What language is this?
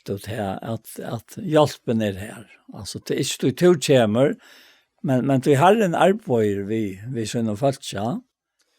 Faroese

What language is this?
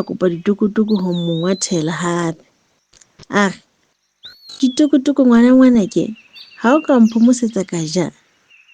Southern Sotho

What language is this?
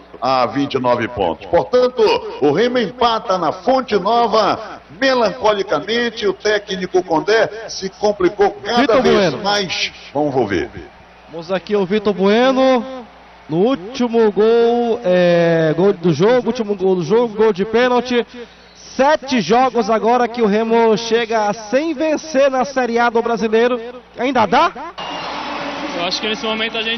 Portuguese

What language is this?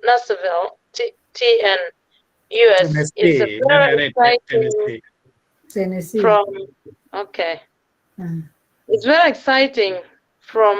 Acoli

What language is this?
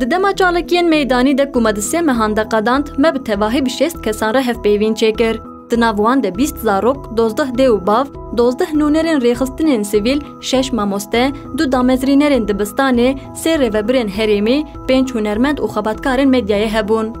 Kurdish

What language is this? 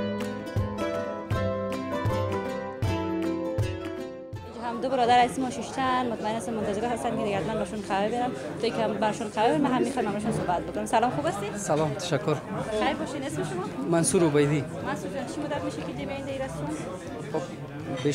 Persian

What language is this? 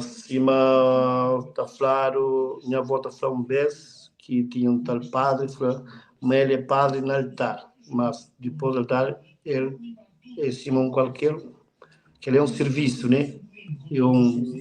Kabuverdianu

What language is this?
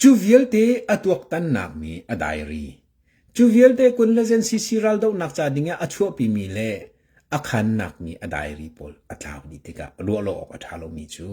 Hakha Chin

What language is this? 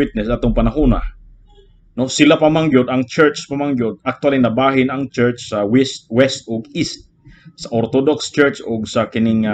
Cebuano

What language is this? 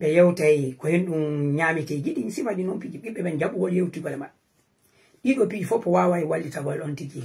Fula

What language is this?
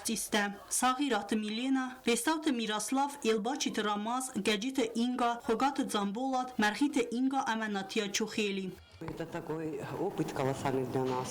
Ossetic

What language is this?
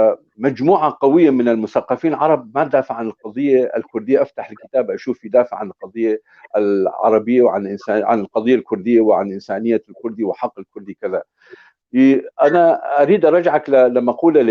North Levantine Arabic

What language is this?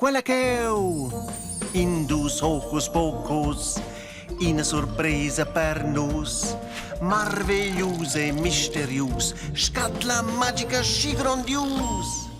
Romansh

